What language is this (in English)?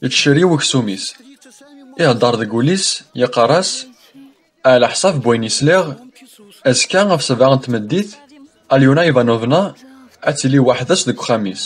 Kabyle